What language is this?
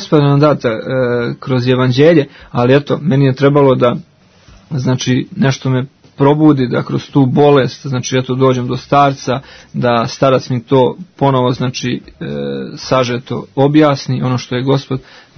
Serbian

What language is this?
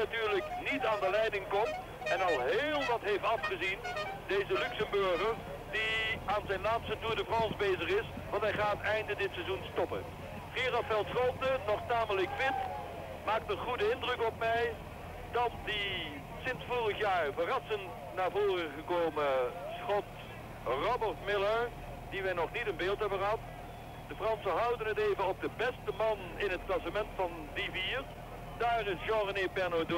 Dutch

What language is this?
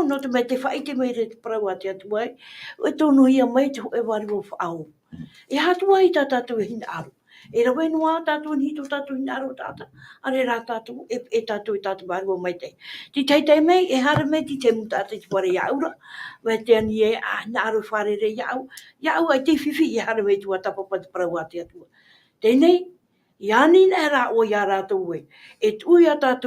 Tahitian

